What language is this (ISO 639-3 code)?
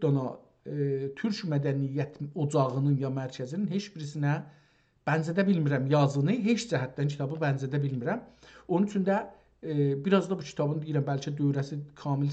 azb